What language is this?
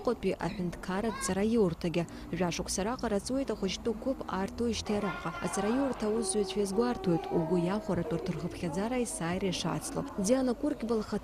Abkhazian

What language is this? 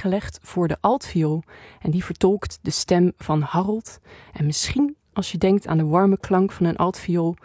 Dutch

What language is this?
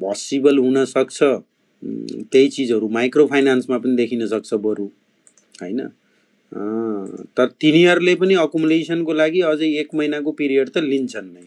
Nepali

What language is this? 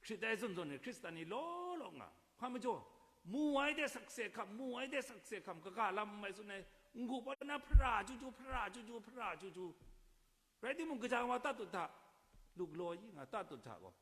Kachin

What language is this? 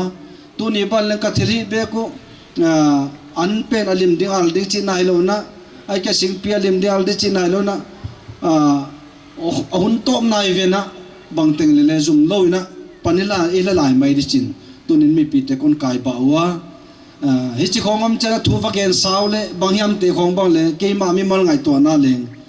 Paite Chin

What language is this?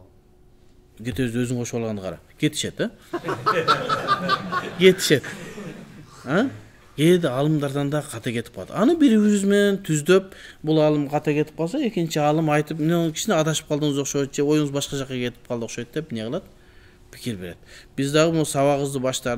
Kyrgyz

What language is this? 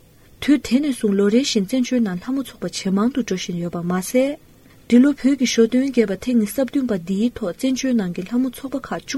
Tibetan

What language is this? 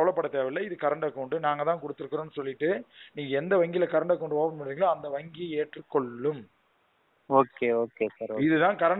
Tamil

